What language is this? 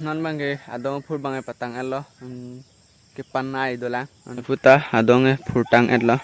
Karbi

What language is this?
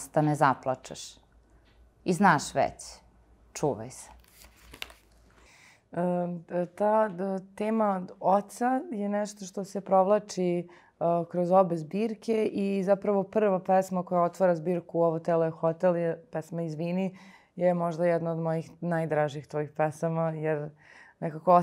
Serbian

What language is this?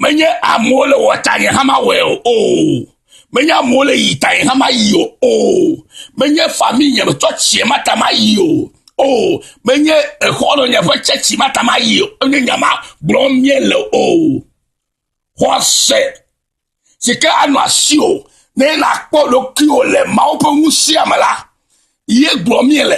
Ewe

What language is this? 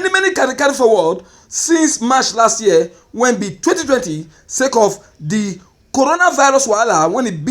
Nigerian Pidgin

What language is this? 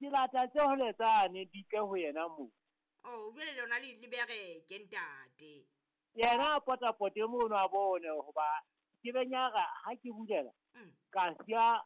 Southern Sotho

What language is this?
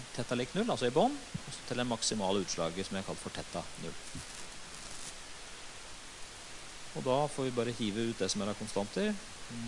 Norwegian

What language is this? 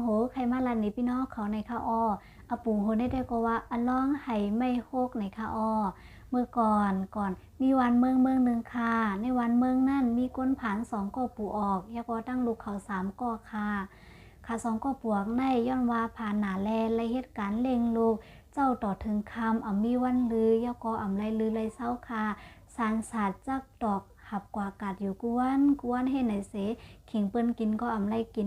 Shan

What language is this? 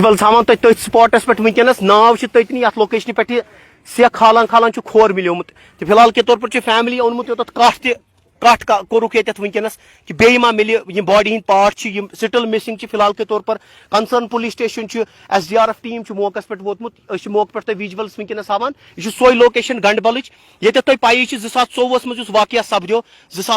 Kashmiri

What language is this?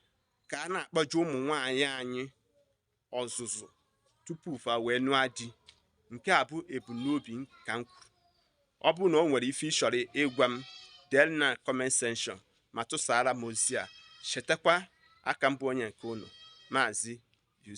Igbo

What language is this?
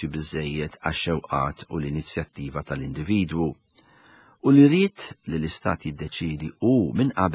Maltese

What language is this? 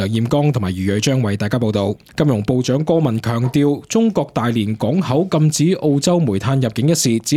Cantonese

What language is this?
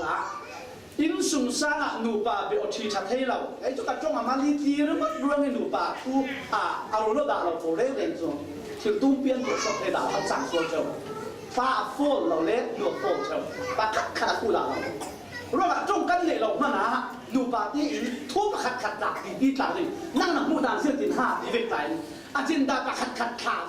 Falam Chin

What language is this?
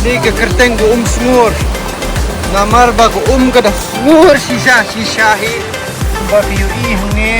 Khasi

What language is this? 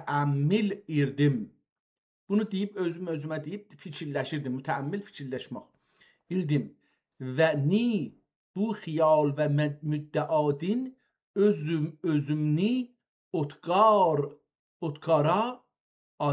South Azerbaijani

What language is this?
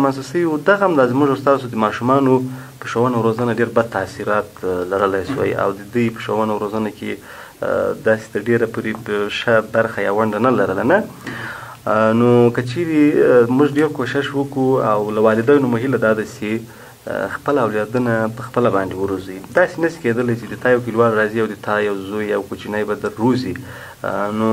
Pashto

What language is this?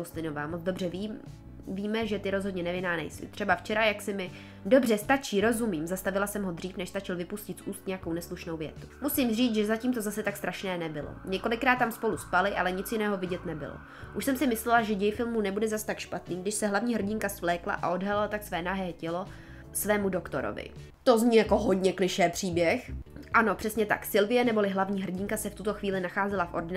Czech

